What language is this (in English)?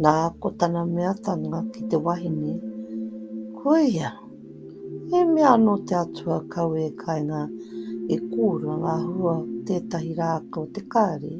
Māori